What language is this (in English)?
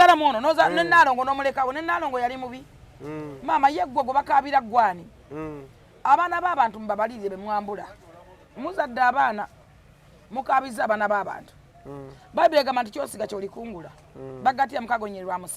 Ganda